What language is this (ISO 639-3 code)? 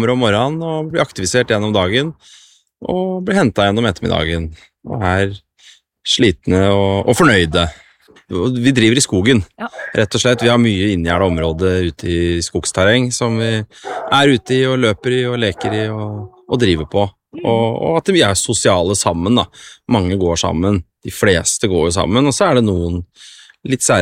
nor